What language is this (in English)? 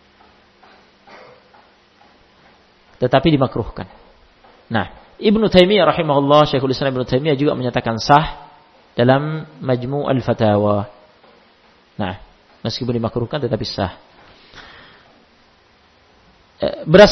Indonesian